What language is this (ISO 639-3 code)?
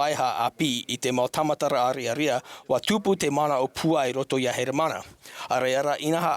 tah